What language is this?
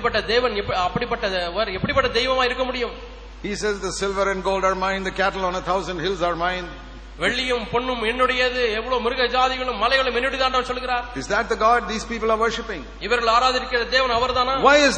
Tamil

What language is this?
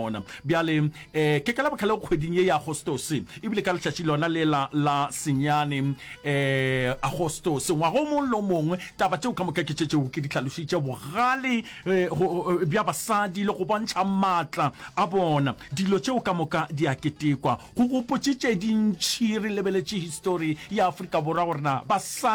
Northern Sotho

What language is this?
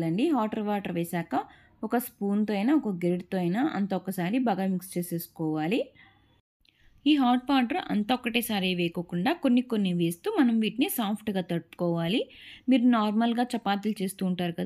Telugu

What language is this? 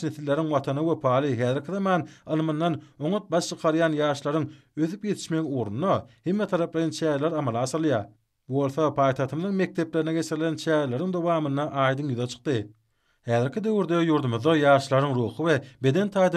Turkmen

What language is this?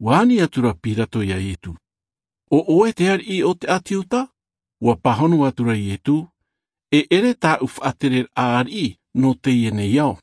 Tahitian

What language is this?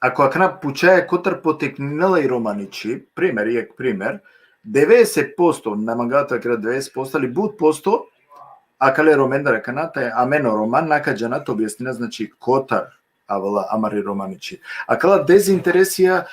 Balkan Romani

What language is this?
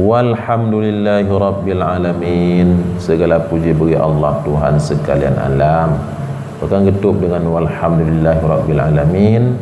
Achinese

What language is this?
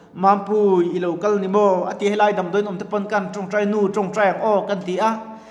Mizo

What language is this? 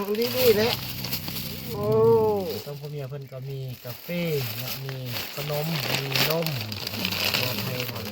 Lao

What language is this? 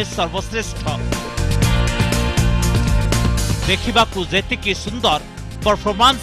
Odia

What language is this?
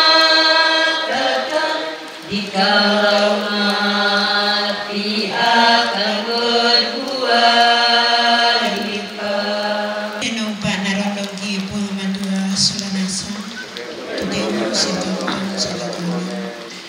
Toraja-Sa'dan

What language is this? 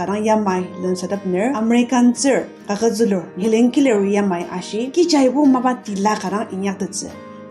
Ao Naga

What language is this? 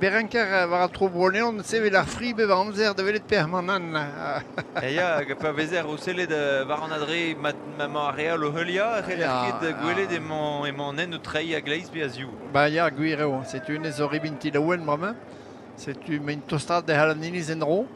Breton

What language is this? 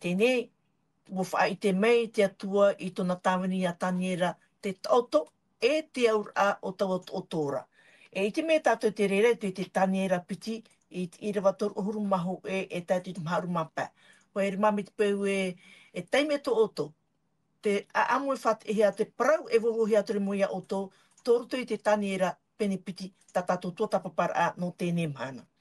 Tahitian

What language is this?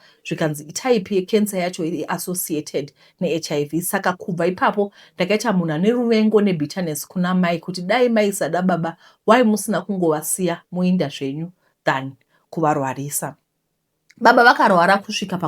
Shona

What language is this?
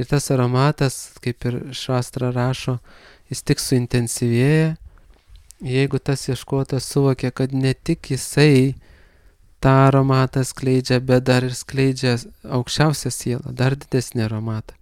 Lithuanian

